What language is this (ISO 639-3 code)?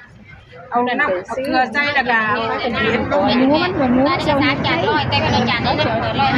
tts